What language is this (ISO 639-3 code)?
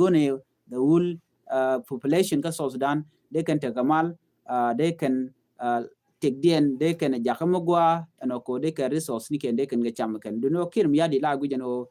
nus